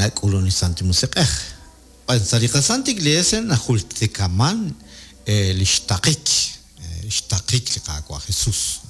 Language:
Kekchí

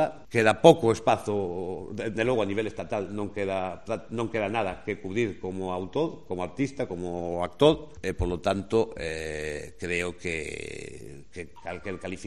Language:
Galician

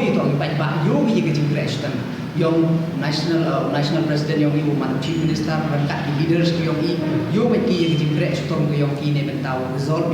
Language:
Pnar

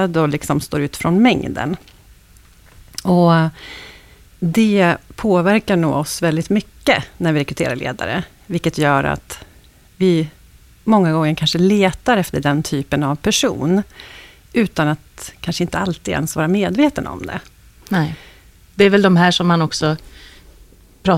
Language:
Swedish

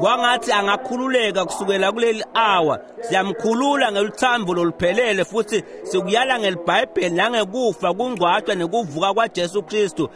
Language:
Swati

